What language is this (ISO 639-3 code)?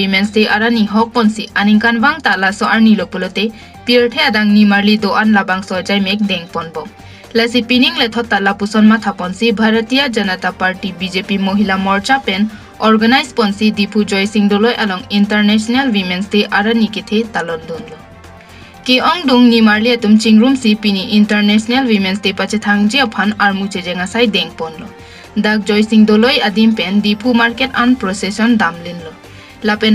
mjw